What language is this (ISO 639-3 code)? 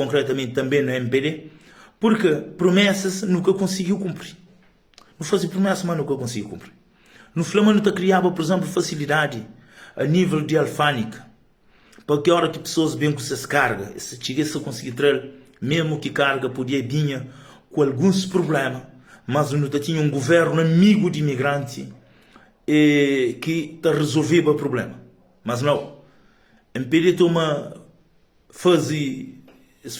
kea